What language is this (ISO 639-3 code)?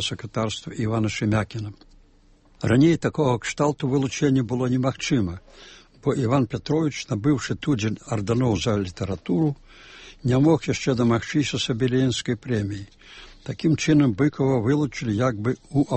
bel